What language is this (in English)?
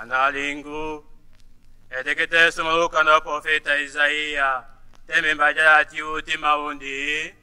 Tetela